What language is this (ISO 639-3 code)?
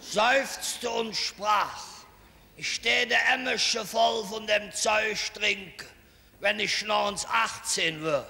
ksh